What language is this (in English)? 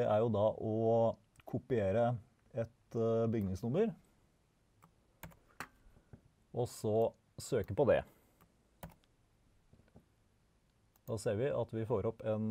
Norwegian